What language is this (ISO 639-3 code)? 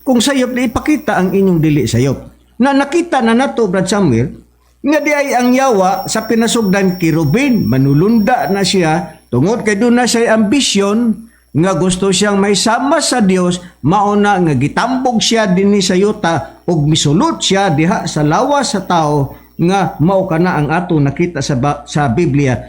ceb